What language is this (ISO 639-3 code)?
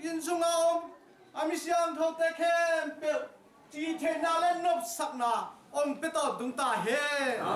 ctd